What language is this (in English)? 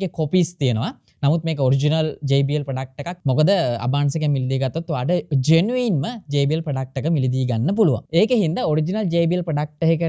Sinhala